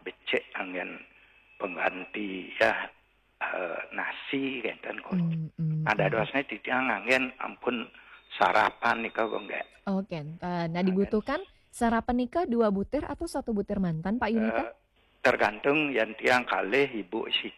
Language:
Balinese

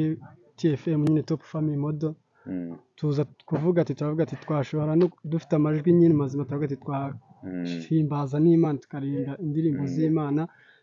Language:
Kinyarwanda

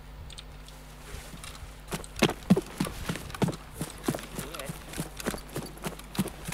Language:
Malay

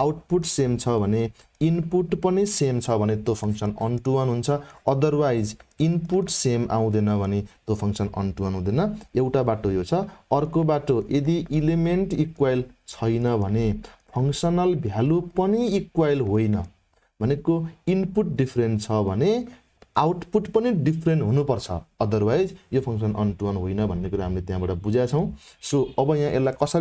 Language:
Nepali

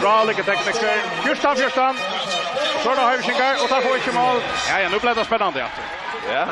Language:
Faroese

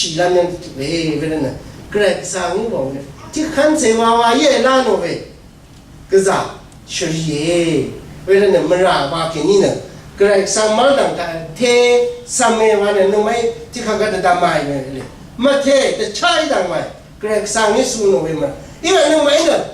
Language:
Rawang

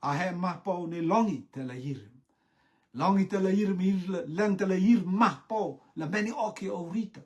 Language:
Rotuman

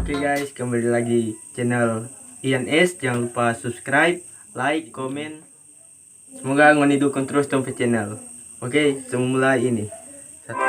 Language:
Manado Malay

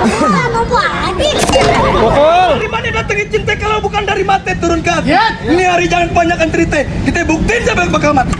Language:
Betawi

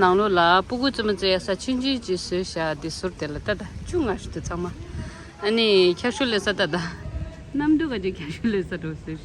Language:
Tibetan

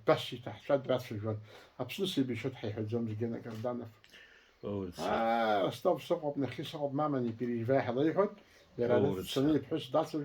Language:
Abkhazian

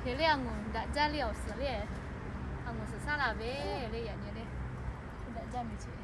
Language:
Lahu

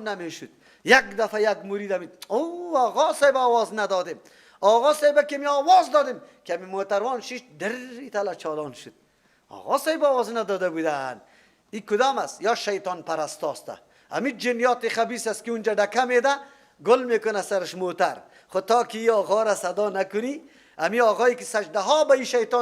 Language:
Persian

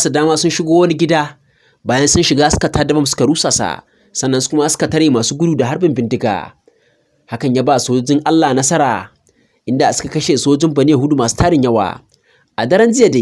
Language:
Hausa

